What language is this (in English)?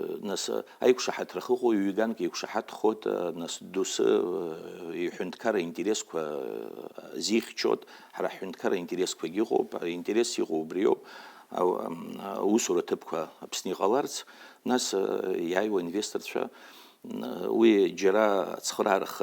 Abkhazian